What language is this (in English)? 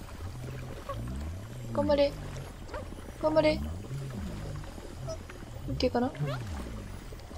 Japanese